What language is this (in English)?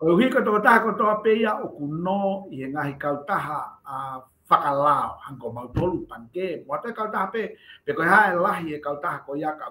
Tongan